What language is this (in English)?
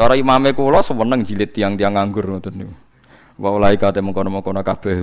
Javanese